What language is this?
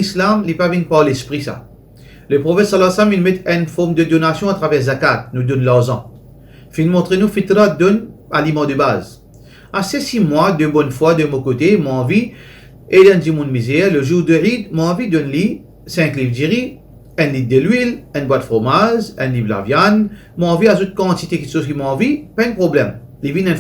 Morisyen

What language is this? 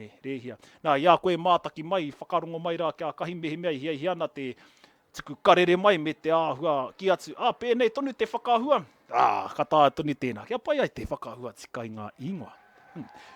Māori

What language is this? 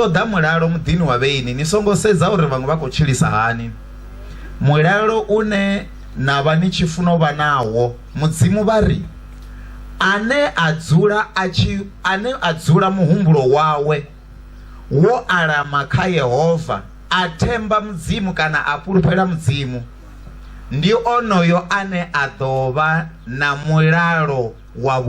Venda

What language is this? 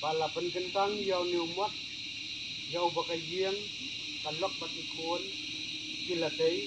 Khasi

